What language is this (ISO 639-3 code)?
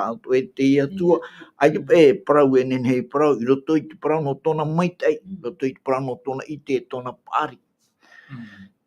tah